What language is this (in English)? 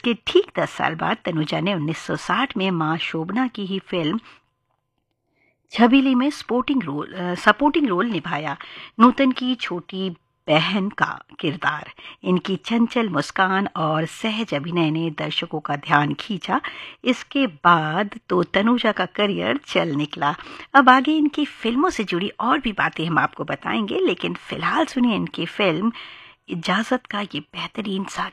Hindi